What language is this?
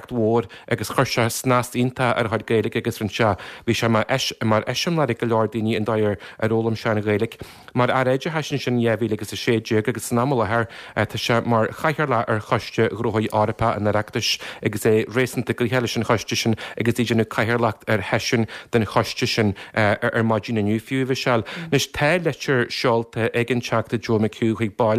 Irish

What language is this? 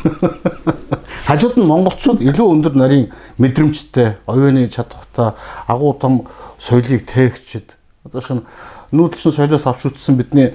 Mongolian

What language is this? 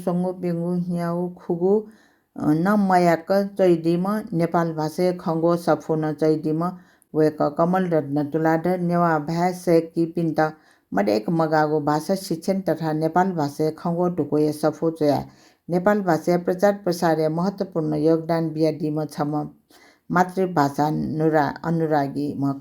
Newari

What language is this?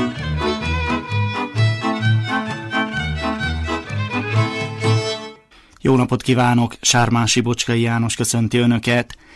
Hungarian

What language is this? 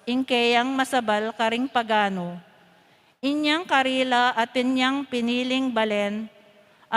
Pampanga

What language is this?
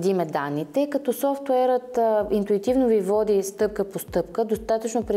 Bulgarian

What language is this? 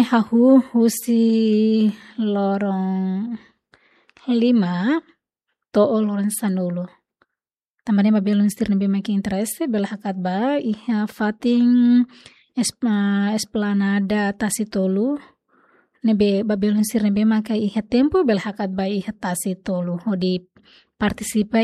Tetum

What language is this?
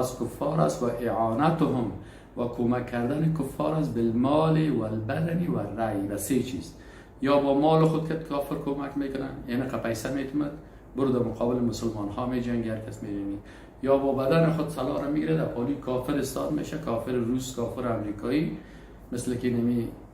Persian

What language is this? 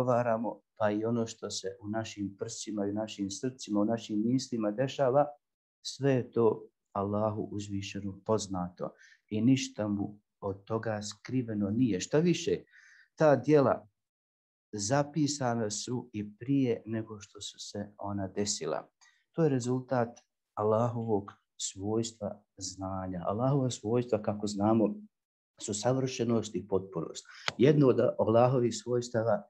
Bosnian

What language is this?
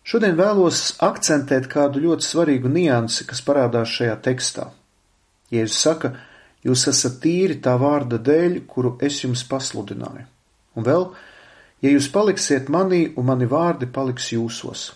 Latvian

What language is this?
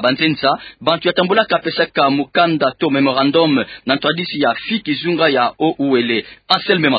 Kituba (Democratic Republic of Congo)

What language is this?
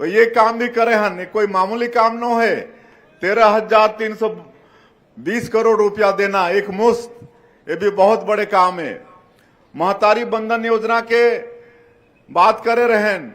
Chhattisgarhi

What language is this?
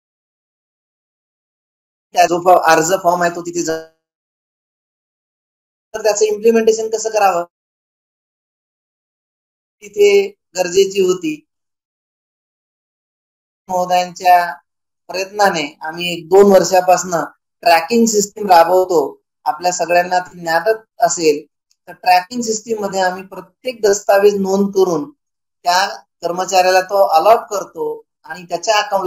Marathi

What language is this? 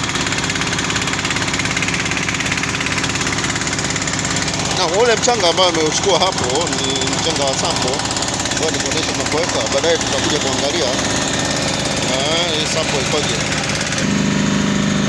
Swahili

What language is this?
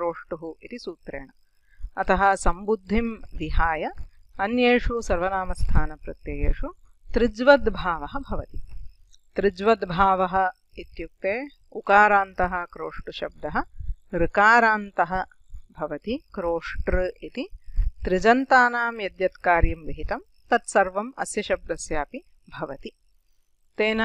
Sanskrit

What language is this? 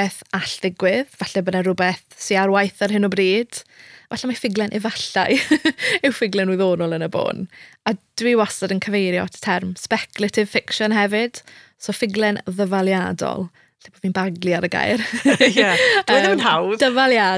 Welsh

